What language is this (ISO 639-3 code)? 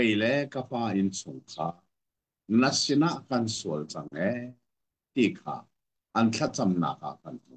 cnh